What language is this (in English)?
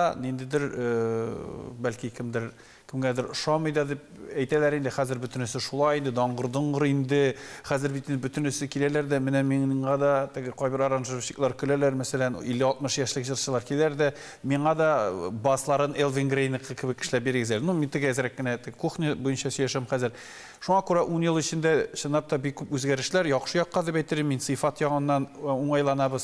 Tatar